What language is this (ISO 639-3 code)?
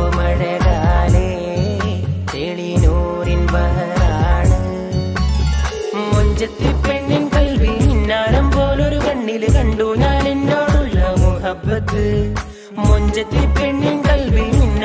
mal